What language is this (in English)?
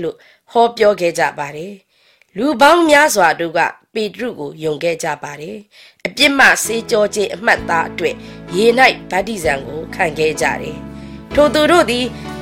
Burmese